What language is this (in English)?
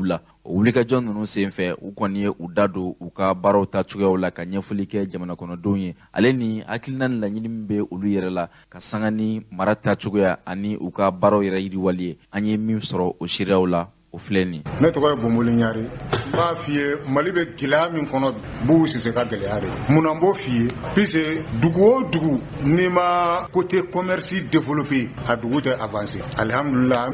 Bambara